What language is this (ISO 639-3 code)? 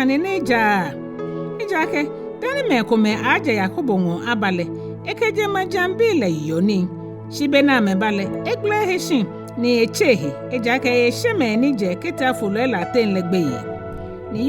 gaa